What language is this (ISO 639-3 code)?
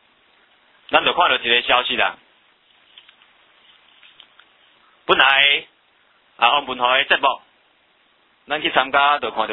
zho